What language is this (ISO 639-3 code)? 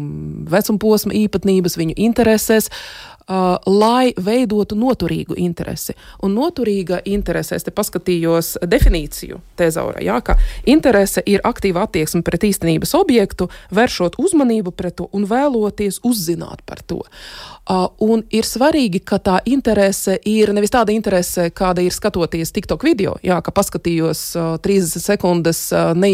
lav